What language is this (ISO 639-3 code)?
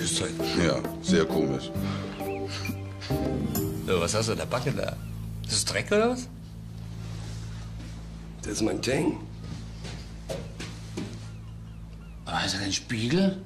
deu